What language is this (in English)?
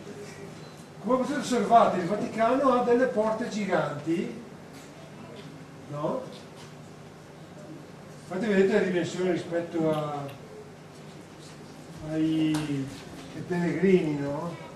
Italian